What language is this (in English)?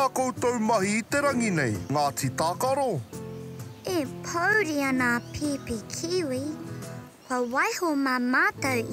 Māori